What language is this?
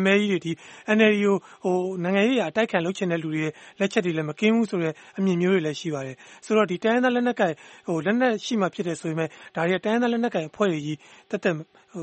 Burmese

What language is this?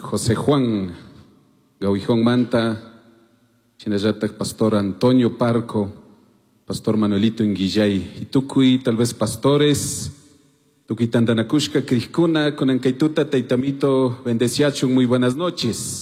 Chimborazo Highland Quichua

